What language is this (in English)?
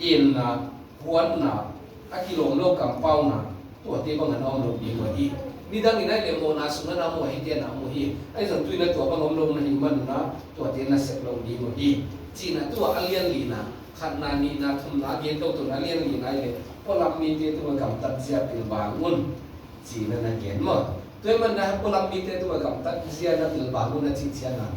Tedim Chin